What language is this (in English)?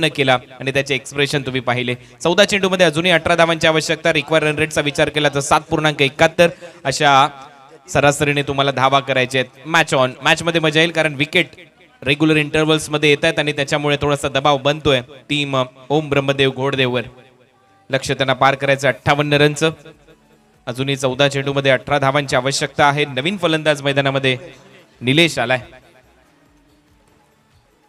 Marathi